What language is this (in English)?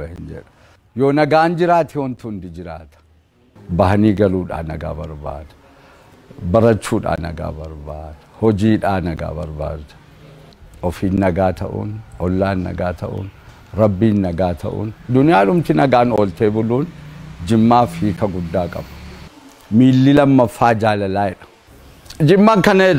Oromo